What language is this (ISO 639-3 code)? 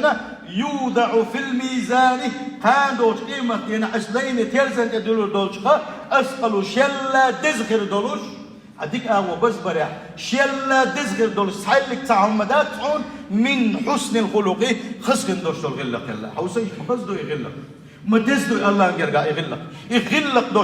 che